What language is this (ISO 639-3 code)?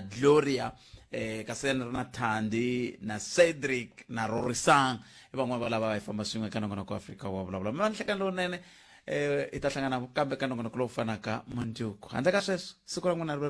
tso